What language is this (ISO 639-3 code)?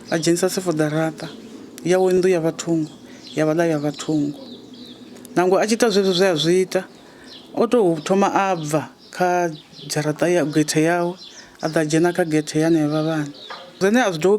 ven